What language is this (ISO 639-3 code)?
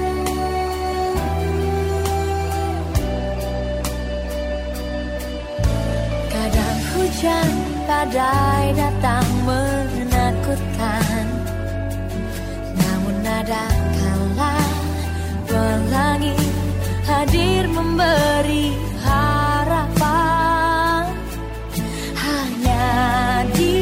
ind